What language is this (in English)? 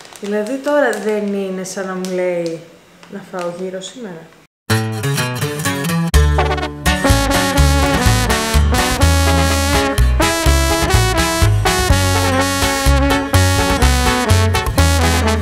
Greek